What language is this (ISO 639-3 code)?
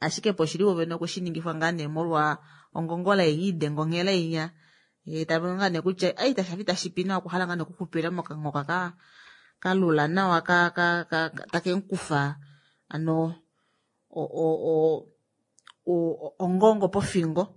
kua